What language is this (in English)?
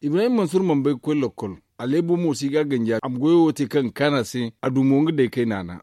Zarma